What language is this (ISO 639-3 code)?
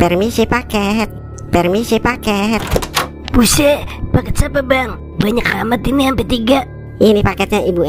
bew